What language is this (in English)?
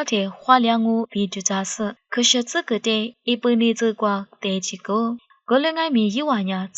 Lisu